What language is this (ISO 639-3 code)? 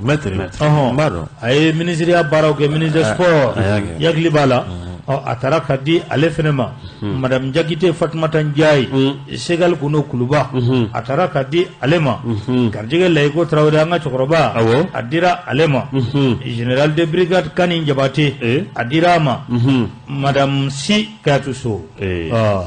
bam